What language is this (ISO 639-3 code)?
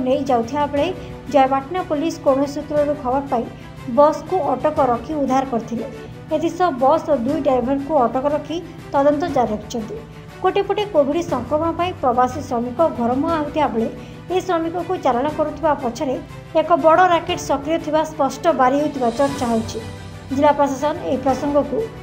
ori